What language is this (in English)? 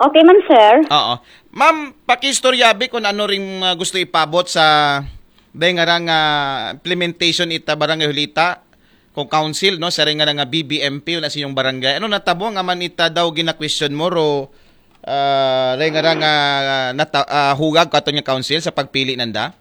Aklanon